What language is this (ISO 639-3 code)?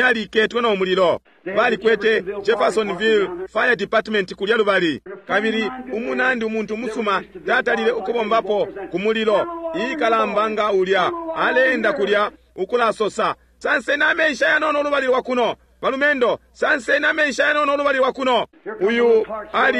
bem